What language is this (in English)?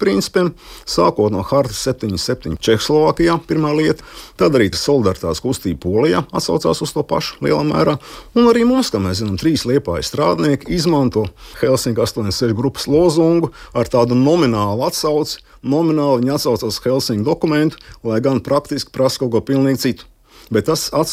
Latvian